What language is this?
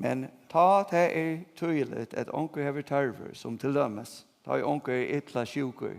Faroese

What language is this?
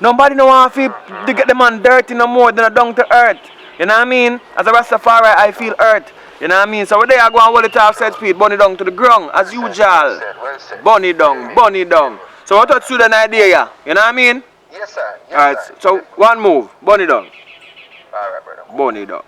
Jamaican Creole English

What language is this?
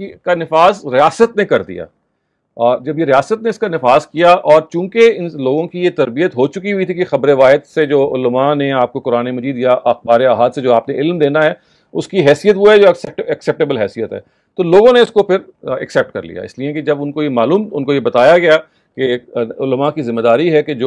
Urdu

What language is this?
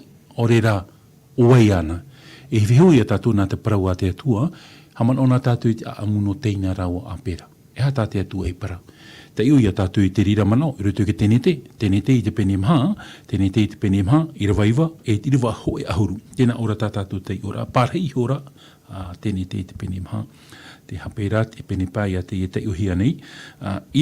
Tahitian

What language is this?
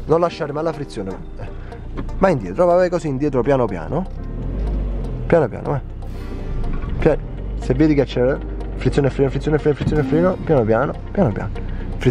Italian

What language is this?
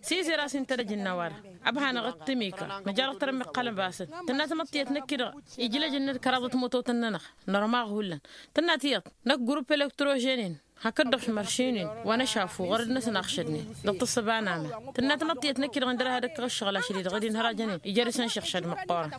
Tamasheq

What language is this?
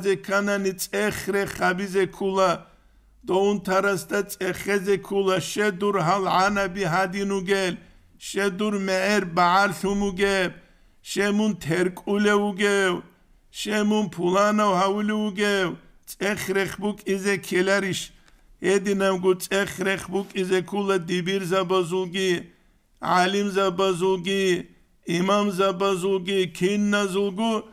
Avaric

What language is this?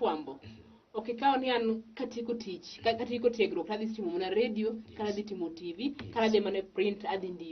Luo (Kenya and Tanzania)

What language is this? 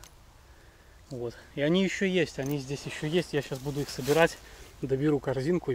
Russian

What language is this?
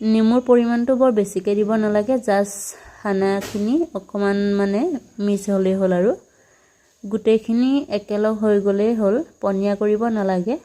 Assamese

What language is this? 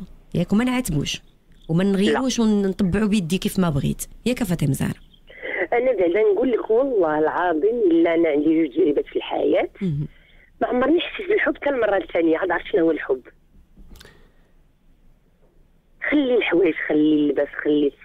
Moroccan Arabic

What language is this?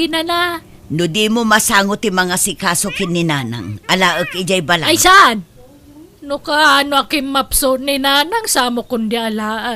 Iloko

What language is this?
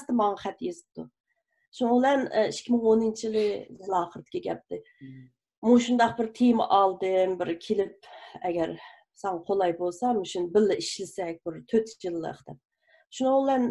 Uyghur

